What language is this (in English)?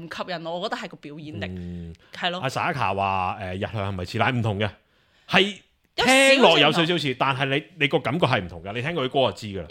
Cantonese